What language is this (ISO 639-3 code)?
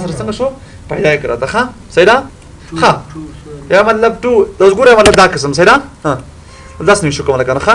pus